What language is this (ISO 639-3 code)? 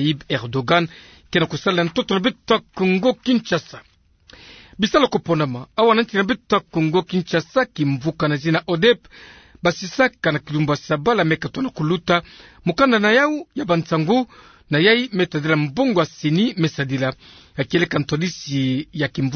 ktu